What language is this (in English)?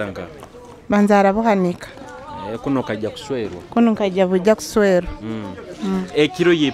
Nyoro